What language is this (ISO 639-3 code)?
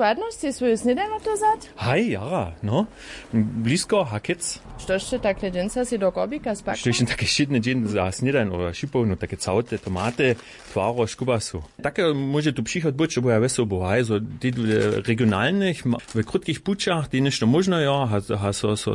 hsb